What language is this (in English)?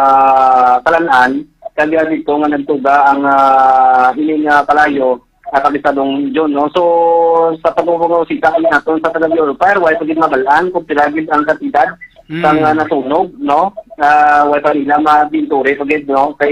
Hiligaynon